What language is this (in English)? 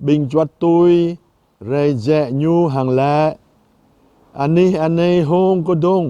Jarai